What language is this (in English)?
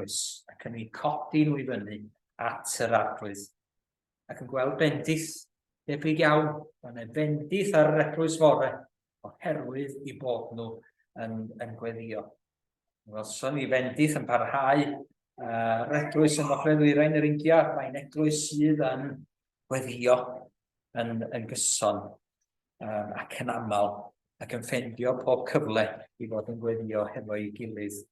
Welsh